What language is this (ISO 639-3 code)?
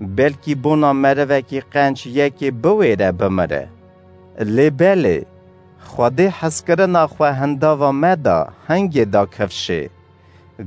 kur